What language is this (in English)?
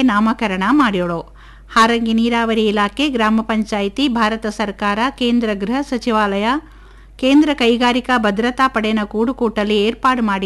Kannada